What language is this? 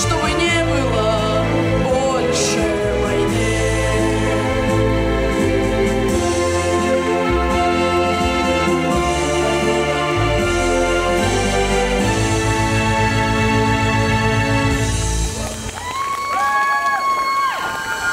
Russian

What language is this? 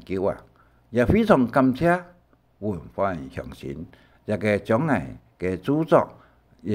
Hakka Chinese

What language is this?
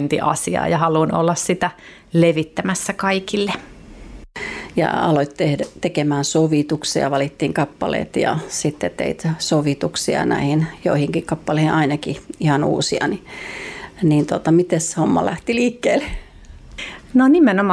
Finnish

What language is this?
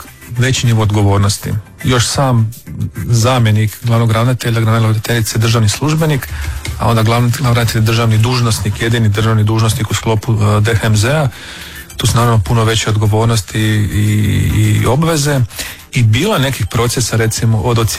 Croatian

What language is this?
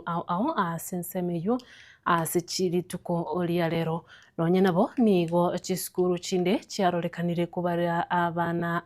Gusii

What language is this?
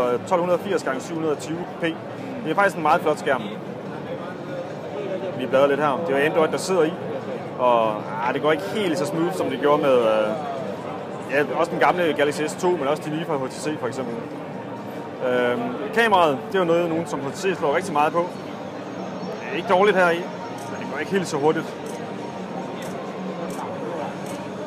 Danish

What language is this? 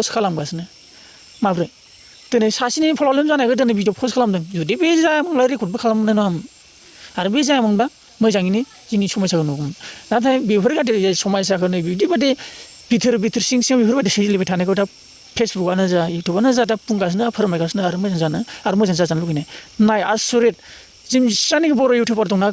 Bodo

